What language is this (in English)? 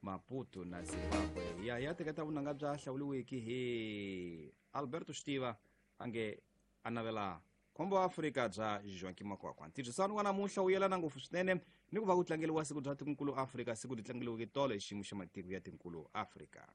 Tsonga